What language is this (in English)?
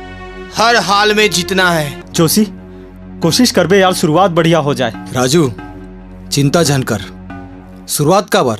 Chhattisgarhi